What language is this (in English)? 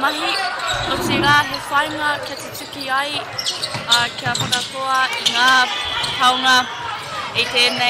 Māori